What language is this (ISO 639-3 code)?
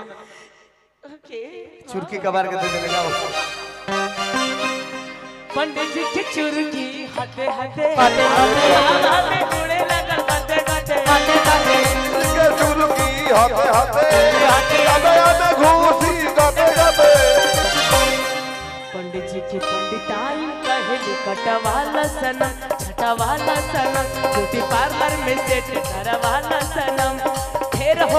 bho